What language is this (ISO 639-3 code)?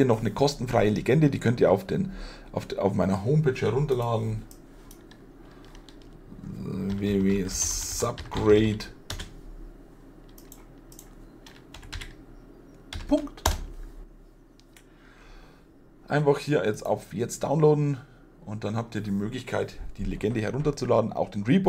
deu